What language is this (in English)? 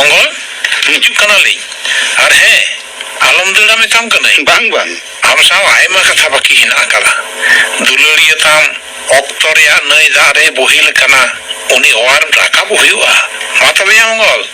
Santali